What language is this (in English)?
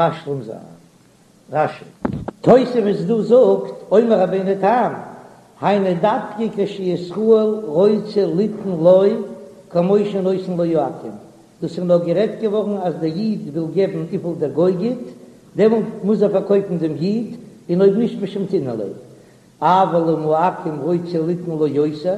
Yiddish